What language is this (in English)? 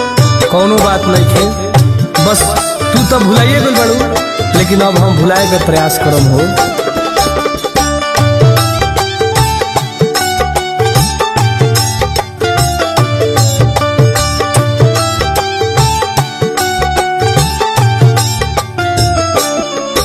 Bhojpuri